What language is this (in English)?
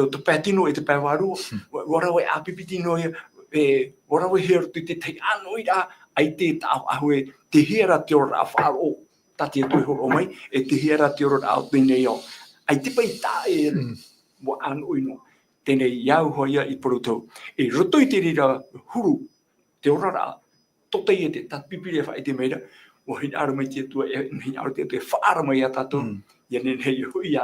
Tahitian